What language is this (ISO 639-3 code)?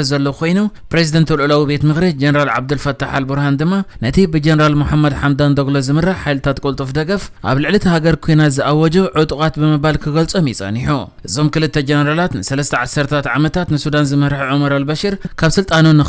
tir